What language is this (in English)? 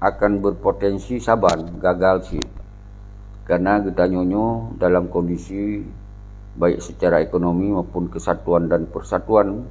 Achinese